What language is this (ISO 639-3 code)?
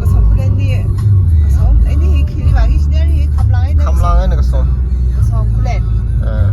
nmf